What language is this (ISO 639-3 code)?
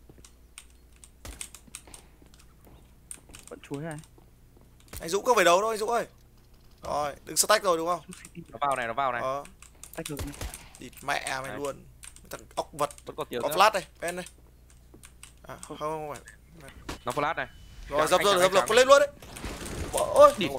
vie